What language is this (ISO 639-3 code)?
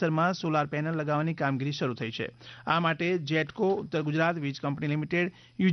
guj